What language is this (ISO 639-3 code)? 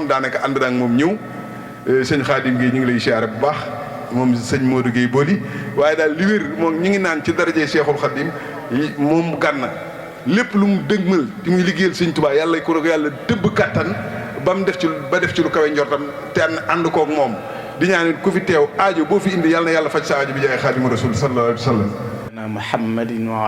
wol